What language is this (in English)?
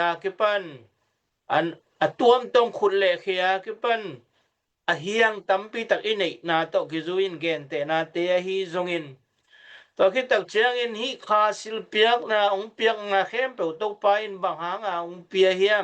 Tedim Chin